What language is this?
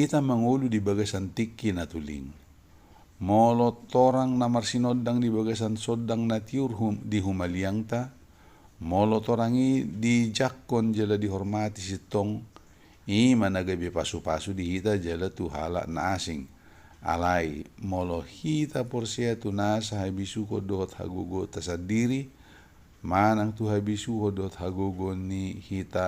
Batak Toba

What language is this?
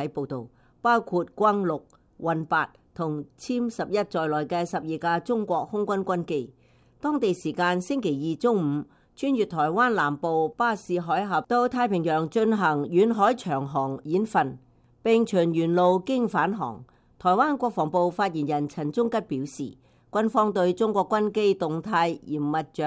Cantonese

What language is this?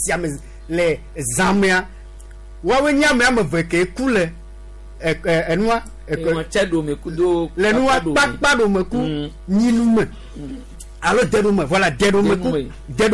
Gen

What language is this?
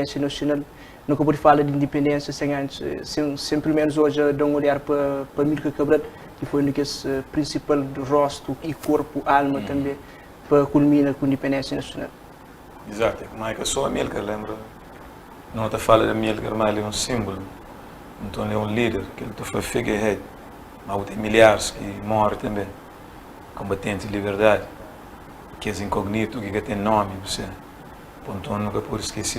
Kabuverdianu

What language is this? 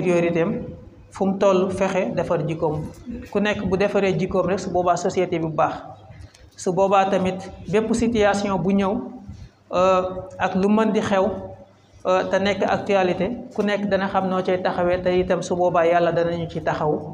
Wolof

